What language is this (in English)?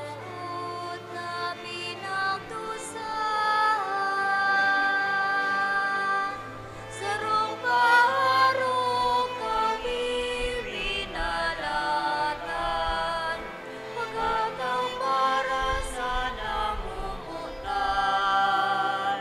Bikol